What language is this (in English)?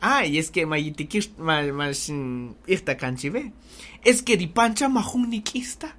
Kaqchikel